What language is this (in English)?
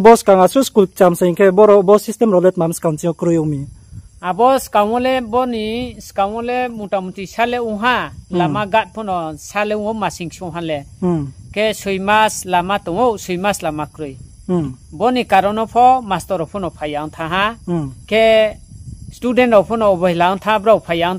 Riang (India)